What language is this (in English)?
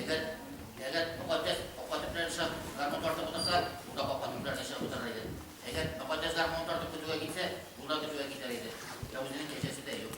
Tatar